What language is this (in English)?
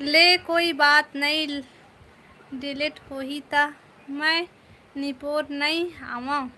Chhattisgarhi